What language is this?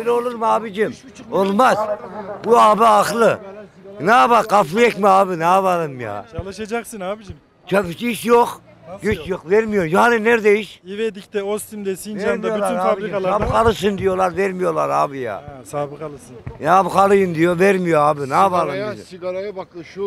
Turkish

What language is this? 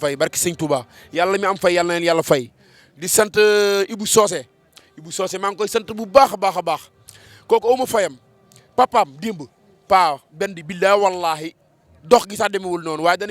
Wolof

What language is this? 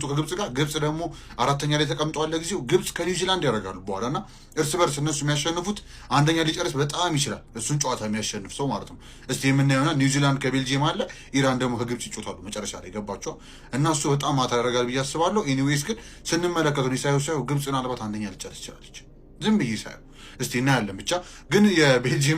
Amharic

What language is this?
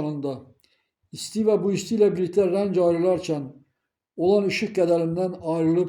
Azerbaijani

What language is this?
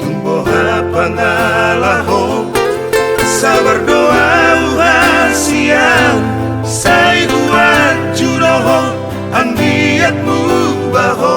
Batak Toba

